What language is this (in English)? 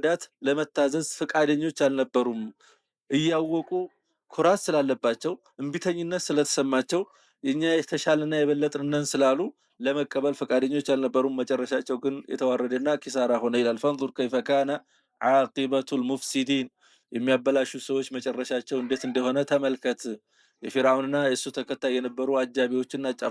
Amharic